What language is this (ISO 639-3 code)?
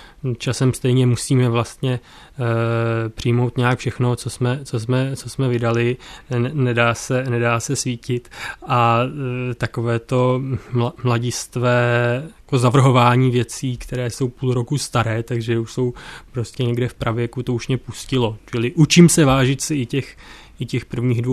ces